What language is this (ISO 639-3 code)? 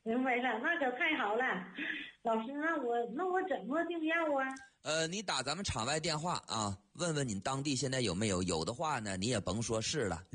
zho